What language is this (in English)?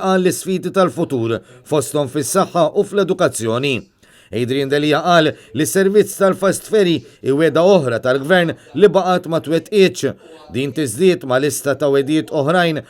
Maltese